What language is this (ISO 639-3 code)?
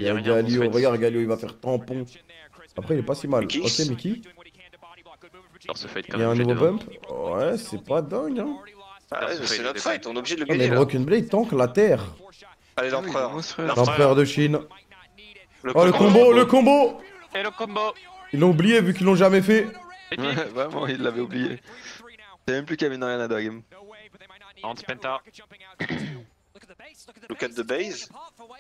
fra